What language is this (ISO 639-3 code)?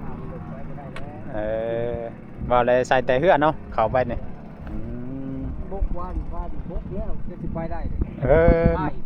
tts